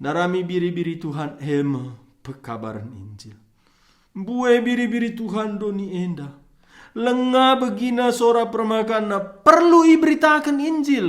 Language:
Batak Karo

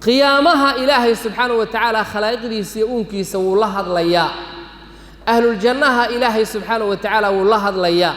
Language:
Somali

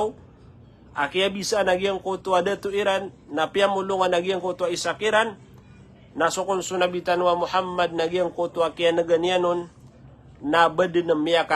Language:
Maranao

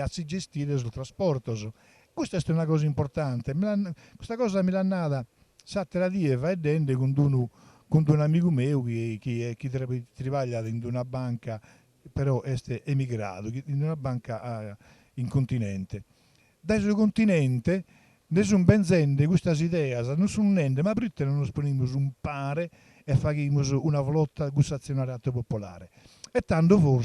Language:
Sardinian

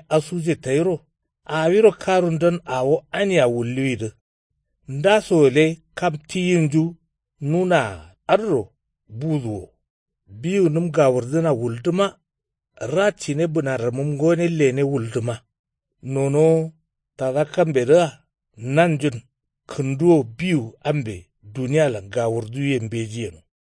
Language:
Kanuri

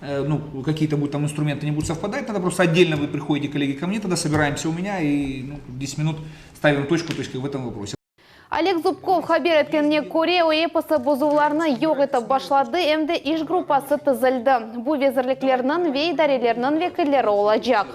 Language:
Crimean Tatar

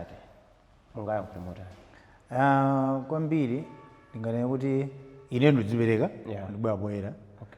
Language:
Nyanja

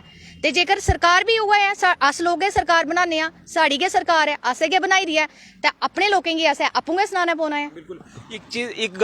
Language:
Dogri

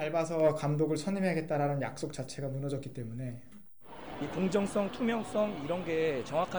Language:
Korean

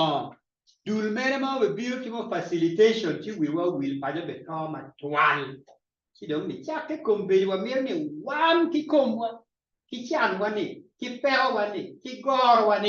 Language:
Acoli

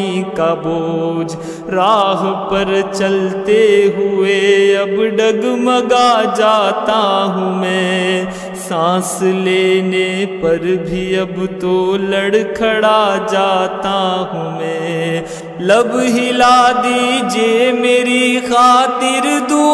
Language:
Urdu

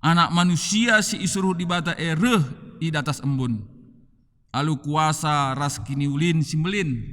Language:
Batak Karo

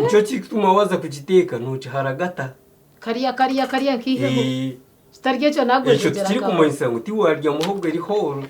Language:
Nyankole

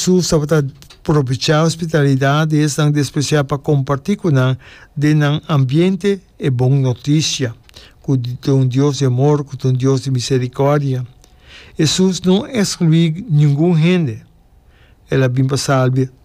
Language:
Papiamento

